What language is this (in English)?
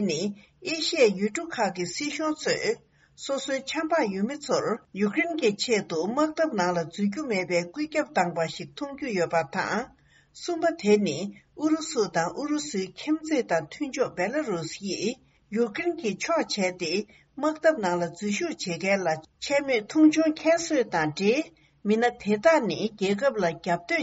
Tibetan